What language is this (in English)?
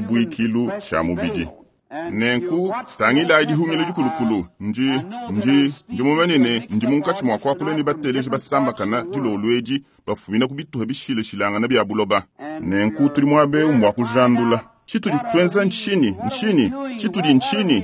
Luba-Lulua